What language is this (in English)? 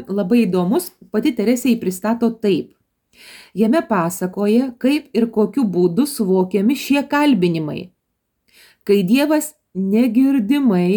Lithuanian